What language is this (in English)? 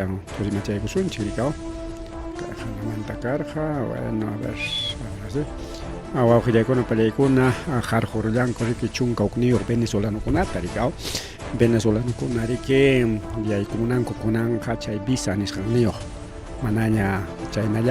Ayacucho Quechua